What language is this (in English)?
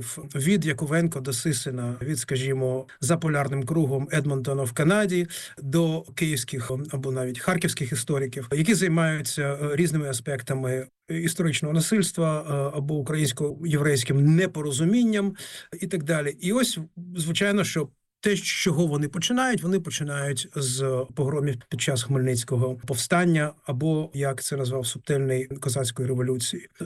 Ukrainian